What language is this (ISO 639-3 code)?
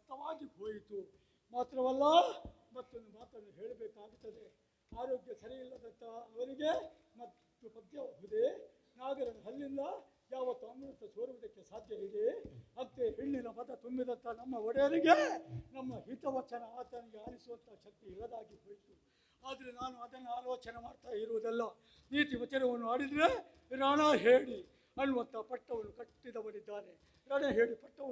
kan